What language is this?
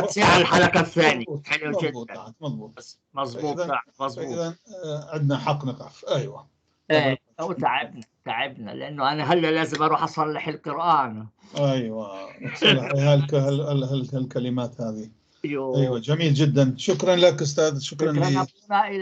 North Levantine Arabic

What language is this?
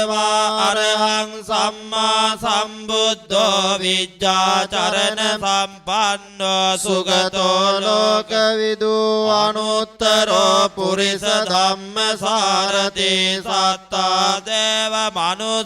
Pali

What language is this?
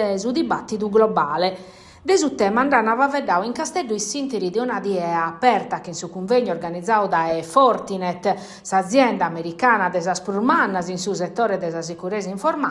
Sardinian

